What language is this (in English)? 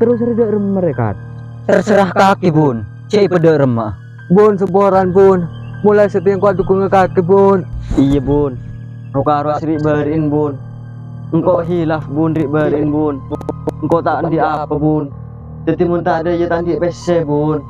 Madurese